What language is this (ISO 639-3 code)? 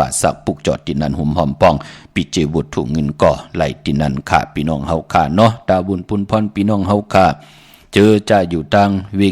shn